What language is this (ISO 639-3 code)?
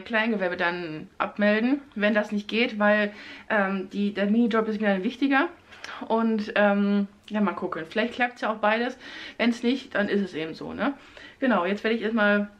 deu